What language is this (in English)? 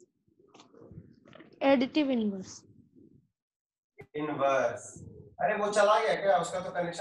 Hindi